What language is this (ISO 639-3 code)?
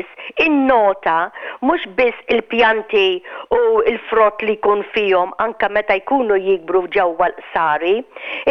mlt